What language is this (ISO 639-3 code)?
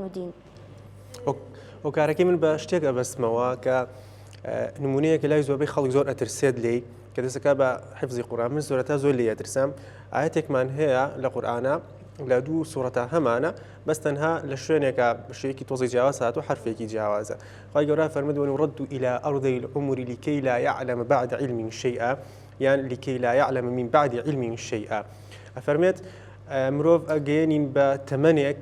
ckb